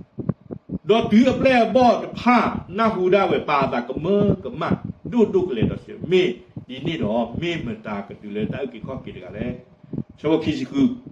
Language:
S'gaw Karen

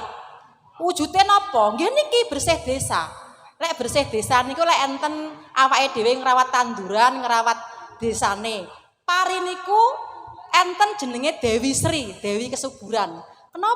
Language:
Javanese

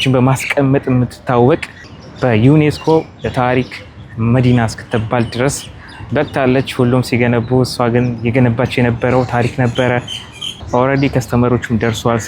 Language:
Amharic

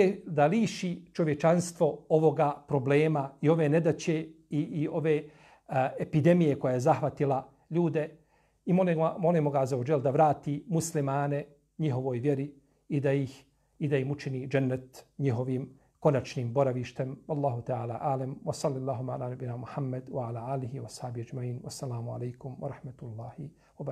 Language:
Bosnian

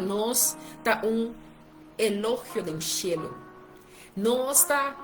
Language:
Papiamento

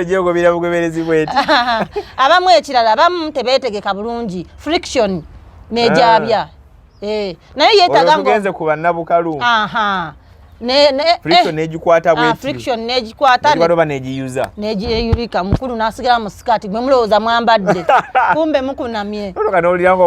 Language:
Ganda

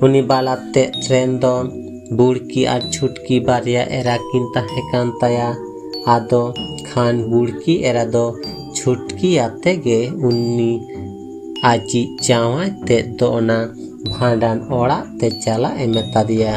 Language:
Santali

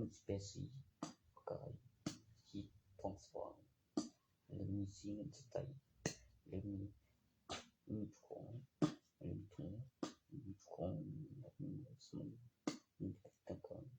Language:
Northeastern Thai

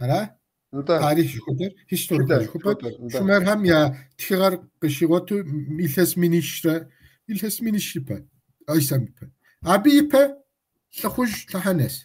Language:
Kabardian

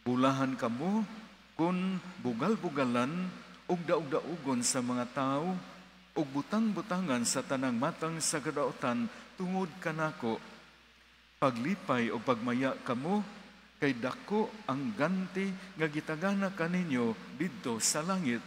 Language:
Cebuano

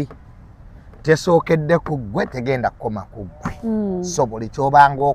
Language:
Ganda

